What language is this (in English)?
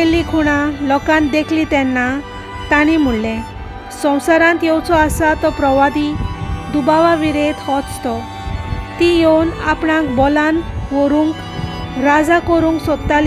Konkani